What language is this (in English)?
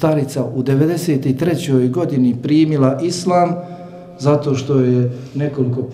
Bosnian